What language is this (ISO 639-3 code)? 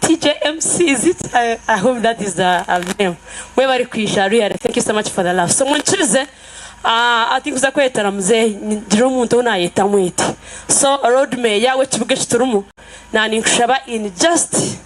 nyn